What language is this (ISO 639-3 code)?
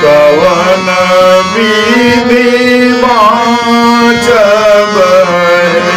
mai